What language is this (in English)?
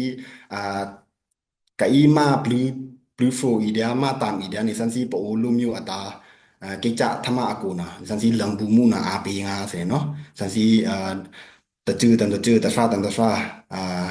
Pa'o Karen